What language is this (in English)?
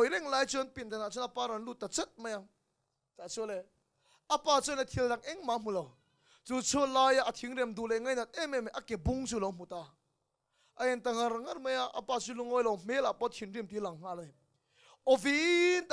Mizo